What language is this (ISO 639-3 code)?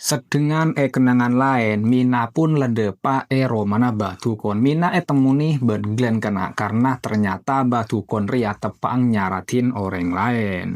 mad